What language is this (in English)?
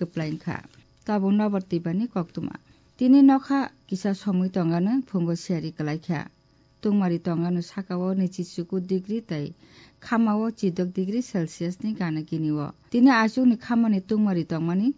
Kok Borok